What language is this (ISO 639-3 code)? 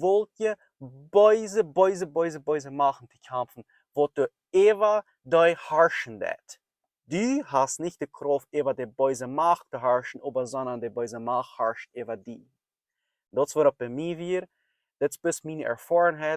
pdt